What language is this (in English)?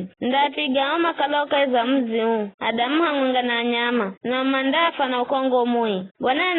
Giryama